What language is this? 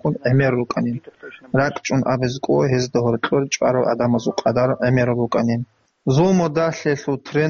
Avaric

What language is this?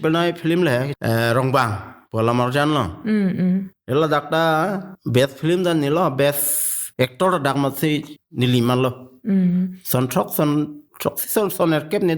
Karbi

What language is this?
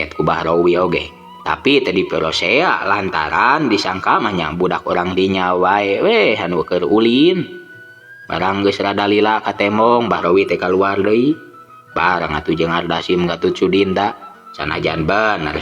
Sundanese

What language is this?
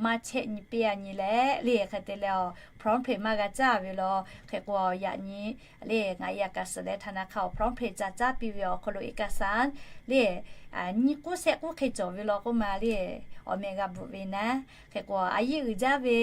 Lahu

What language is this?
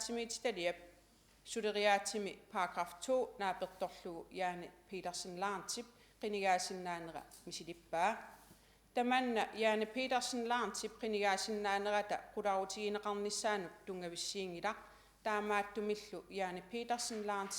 Kalaallisut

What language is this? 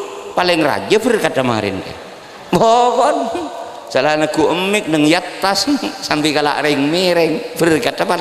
Madurese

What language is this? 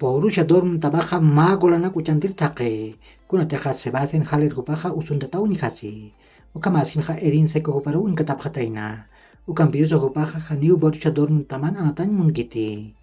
Aymara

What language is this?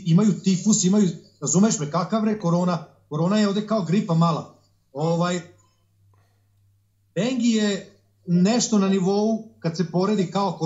Serbian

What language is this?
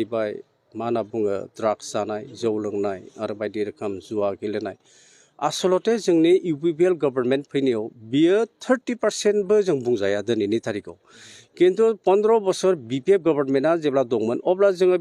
Bodo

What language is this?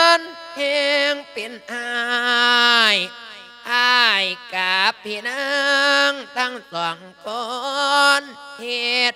Lao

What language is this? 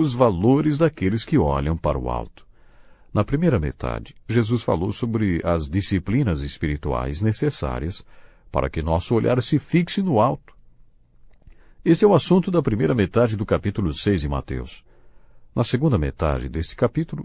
Portuguese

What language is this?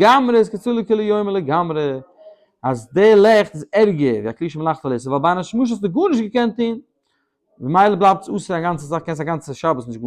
Yiddish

